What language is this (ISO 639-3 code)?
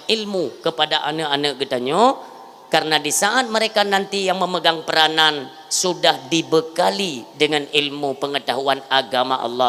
ace